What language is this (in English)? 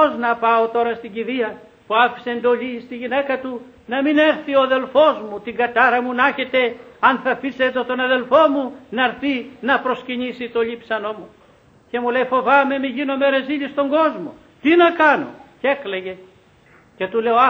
Greek